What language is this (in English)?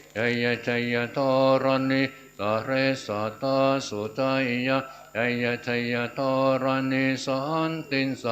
Pali